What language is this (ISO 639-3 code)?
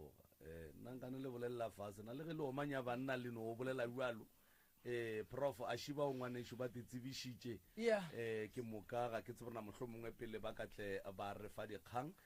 nso